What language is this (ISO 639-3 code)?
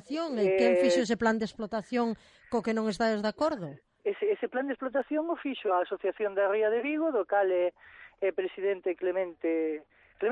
glg